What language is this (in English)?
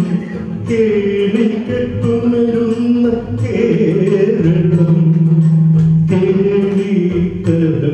Malayalam